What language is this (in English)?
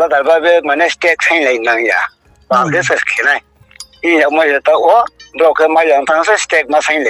Riang (India)